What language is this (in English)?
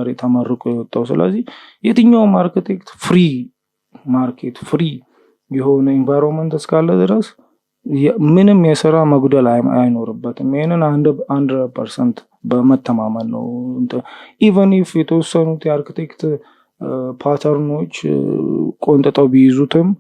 Amharic